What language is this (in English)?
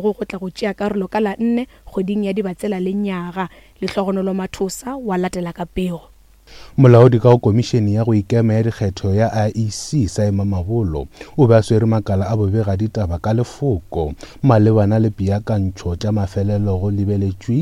Northern Sotho